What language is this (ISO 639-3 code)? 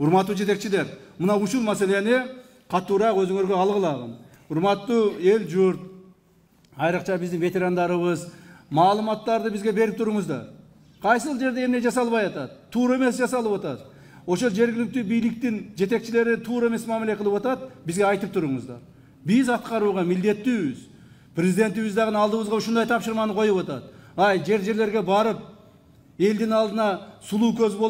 kir